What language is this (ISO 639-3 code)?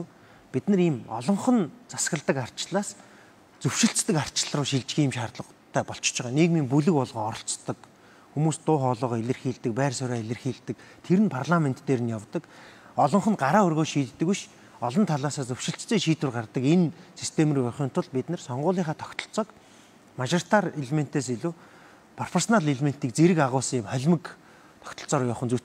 mon